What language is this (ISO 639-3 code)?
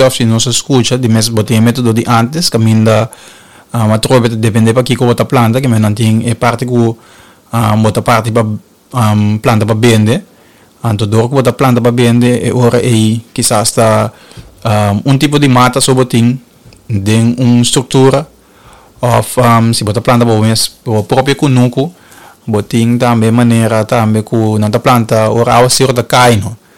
pap